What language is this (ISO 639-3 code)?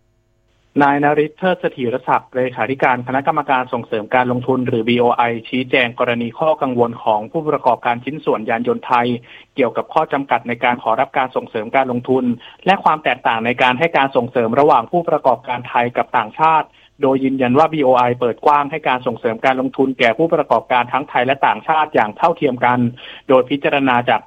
tha